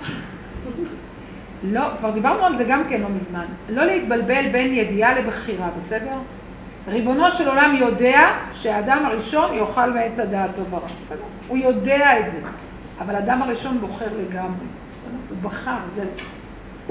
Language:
Hebrew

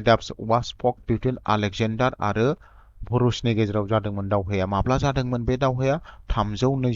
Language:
Bodo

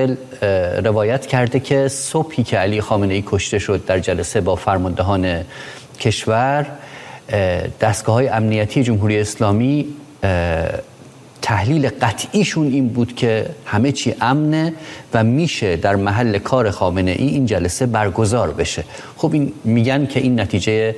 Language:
Persian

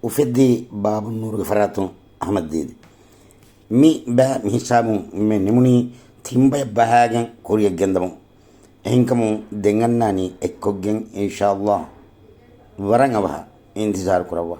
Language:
Divehi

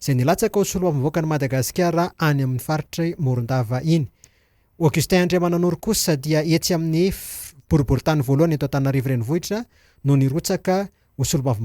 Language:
Malagasy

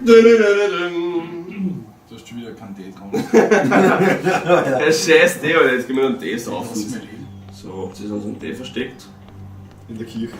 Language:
Bavarian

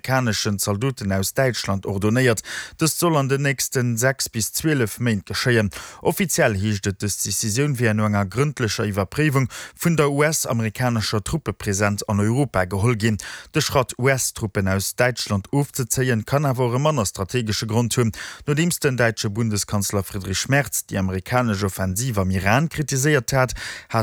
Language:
Luxembourgish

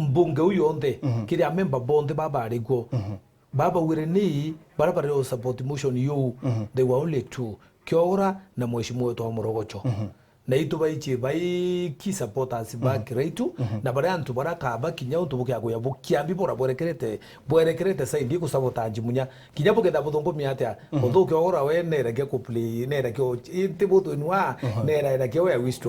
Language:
Meru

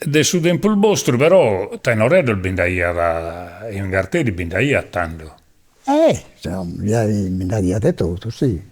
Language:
Sardinian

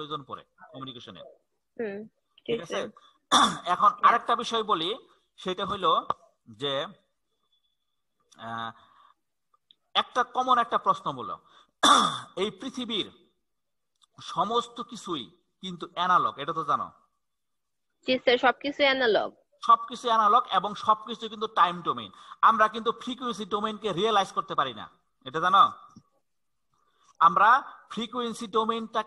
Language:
Bangla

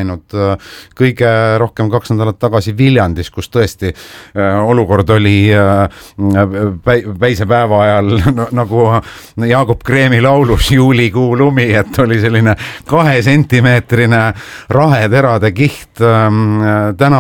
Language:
Estonian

